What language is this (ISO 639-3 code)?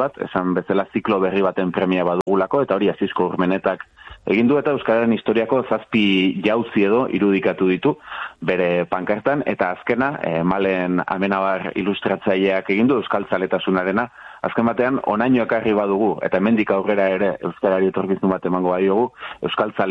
eus